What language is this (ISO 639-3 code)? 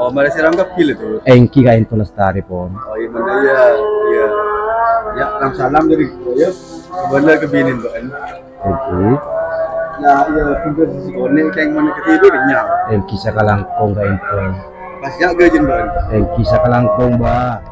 mad